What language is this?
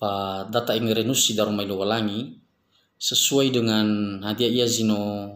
Nias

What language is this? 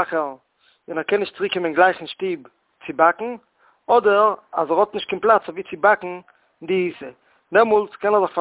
Yiddish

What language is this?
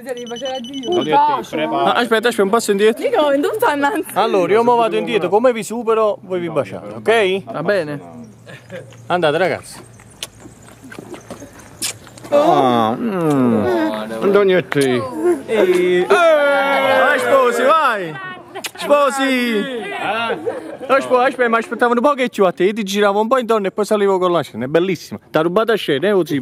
Italian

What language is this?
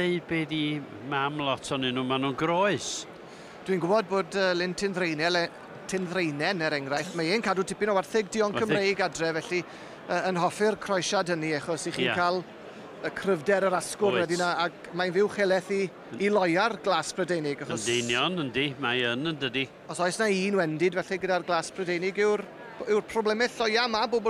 Welsh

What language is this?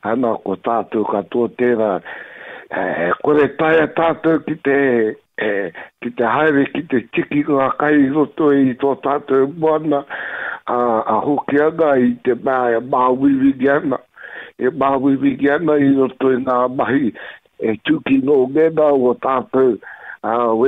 Māori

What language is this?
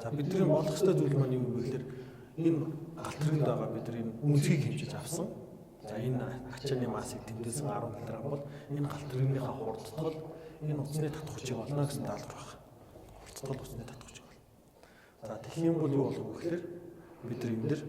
Mongolian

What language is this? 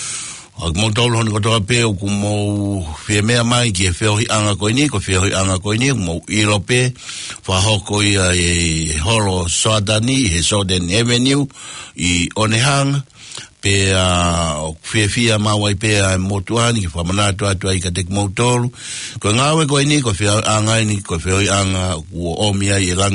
Tongan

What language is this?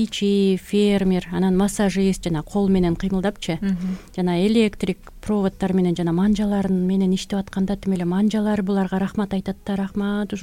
Kyrgyz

